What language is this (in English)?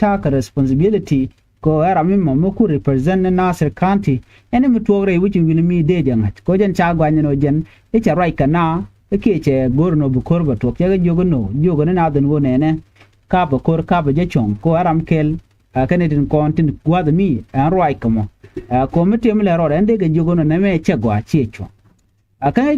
Nuer